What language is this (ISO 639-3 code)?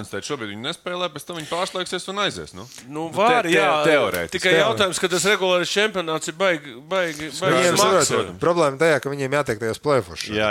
lav